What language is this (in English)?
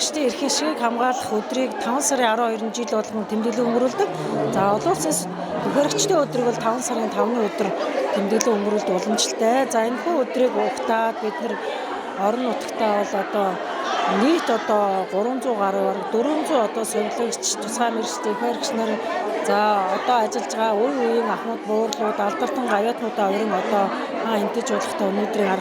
Mongolian